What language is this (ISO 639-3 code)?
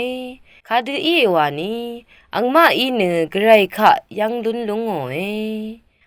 raw